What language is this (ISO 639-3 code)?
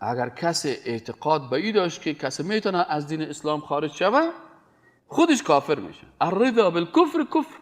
fas